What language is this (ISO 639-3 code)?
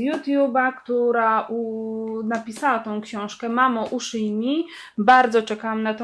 pol